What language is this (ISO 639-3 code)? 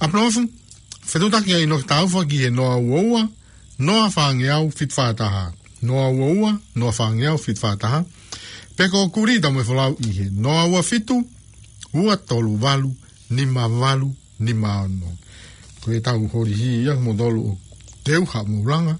ton